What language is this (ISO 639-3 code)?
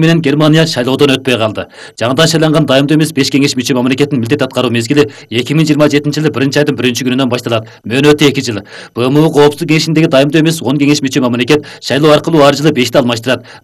kir